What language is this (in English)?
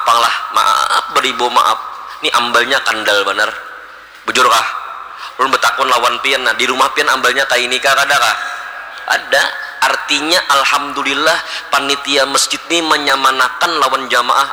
Banjar